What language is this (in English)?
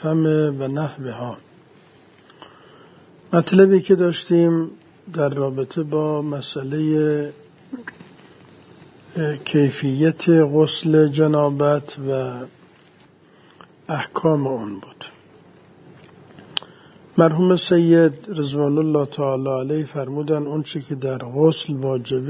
Persian